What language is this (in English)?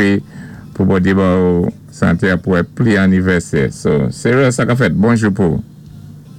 Saint Lucian Creole French